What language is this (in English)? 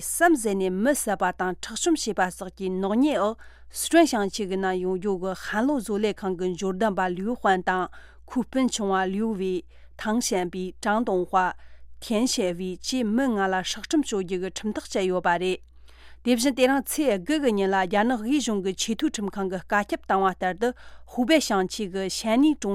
Tibetan